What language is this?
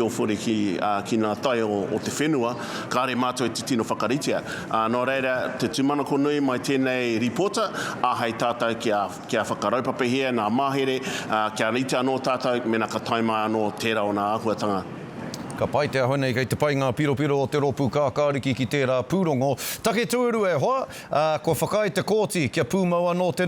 Māori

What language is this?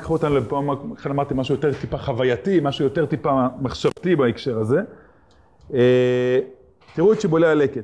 Hebrew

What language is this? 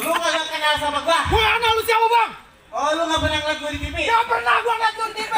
Betawi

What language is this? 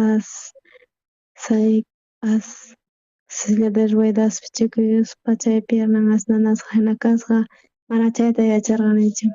South Bolivian Quechua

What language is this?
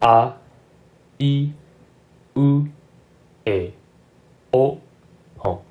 Min Nan Chinese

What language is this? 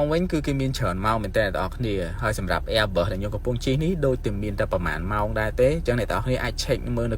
Khmer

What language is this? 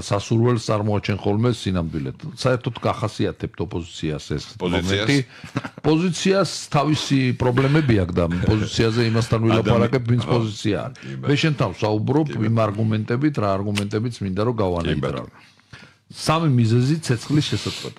Georgian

